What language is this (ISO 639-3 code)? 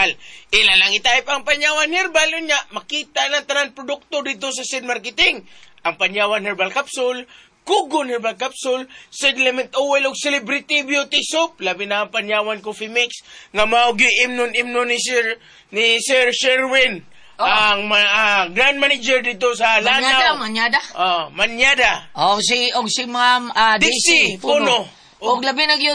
ceb